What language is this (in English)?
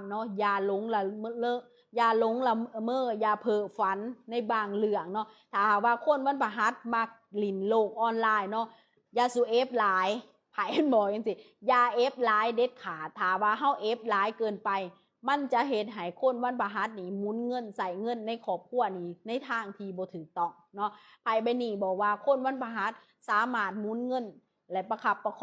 Lao